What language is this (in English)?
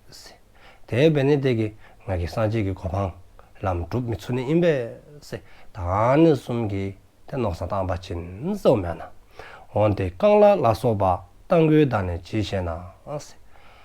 Dzongkha